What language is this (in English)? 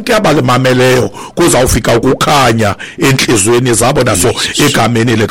Xhosa